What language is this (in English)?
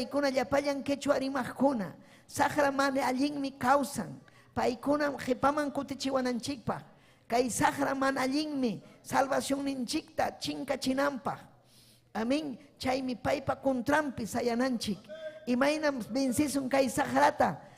Ayacucho Quechua